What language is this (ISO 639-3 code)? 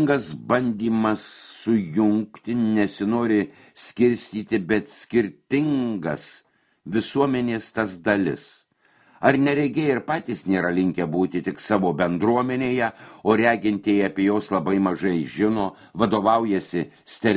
lit